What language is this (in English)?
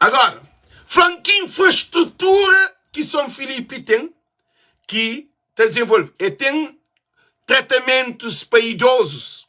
Kabuverdianu